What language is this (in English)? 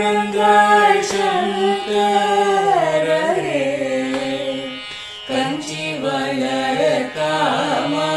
Tamil